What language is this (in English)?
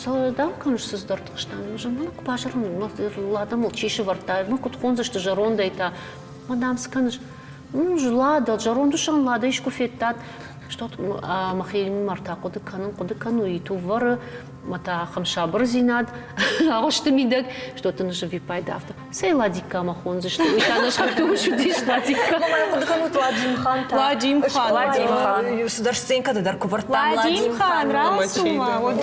Ossetic